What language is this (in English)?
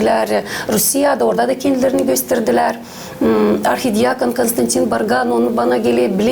Gagauz